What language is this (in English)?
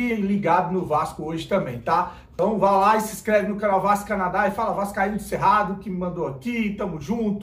Portuguese